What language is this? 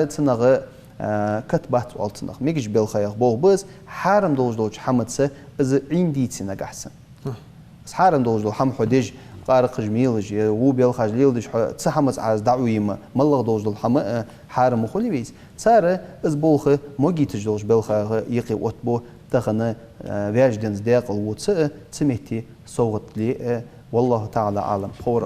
Ingush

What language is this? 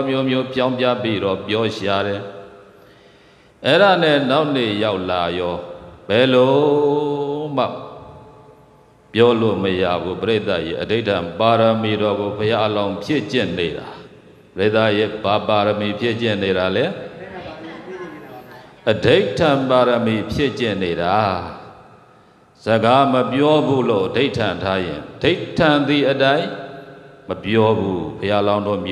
Burmese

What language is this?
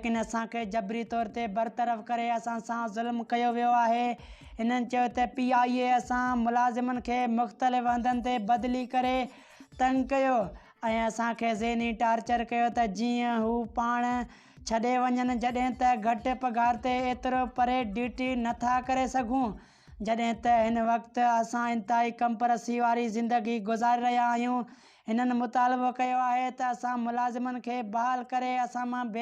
Sindhi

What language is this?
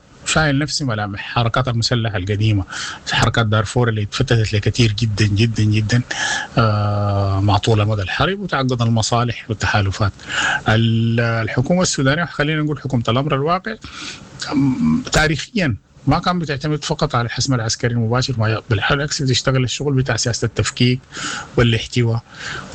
Sudanese Arabic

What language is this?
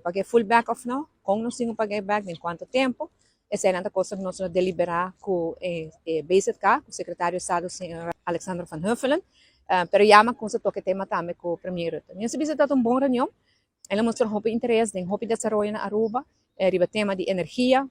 Papiamento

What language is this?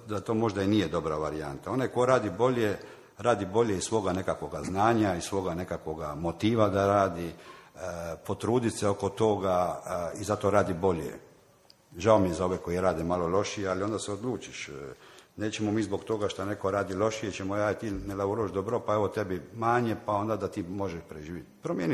Croatian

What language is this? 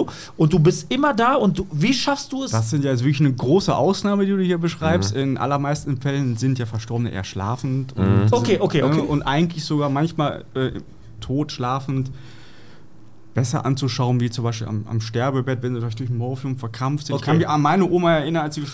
German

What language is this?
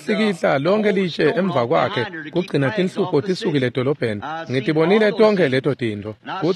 Swati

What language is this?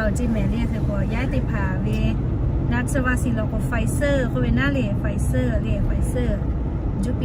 Lahu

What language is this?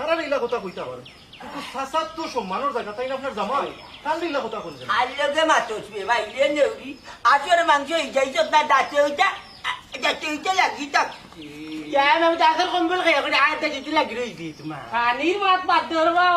Sylheti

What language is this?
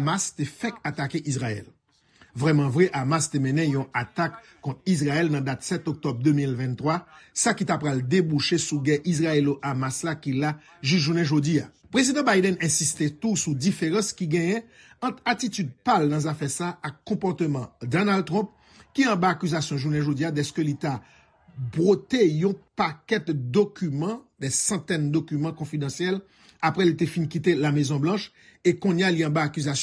Haitian Creole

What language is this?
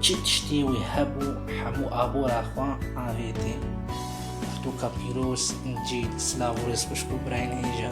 Kurdish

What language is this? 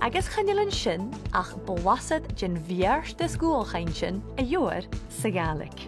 Scottish Gaelic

